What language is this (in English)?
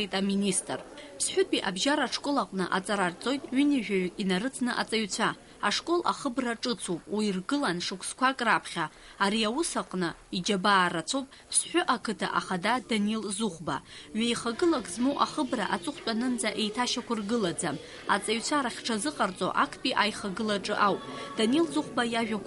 Abkhazian